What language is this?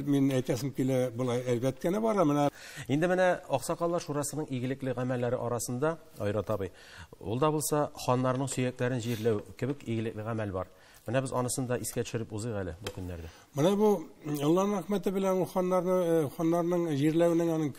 Tatar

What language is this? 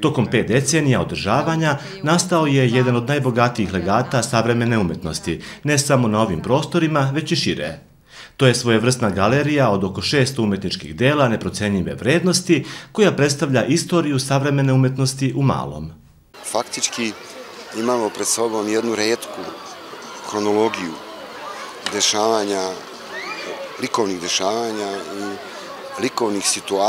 Serbian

